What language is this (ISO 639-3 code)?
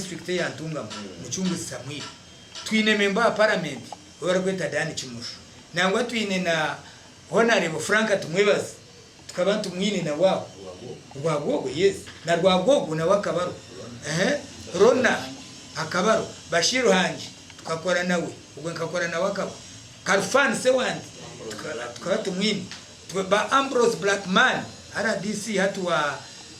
nyn